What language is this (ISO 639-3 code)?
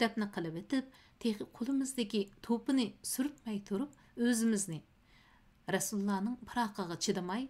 uig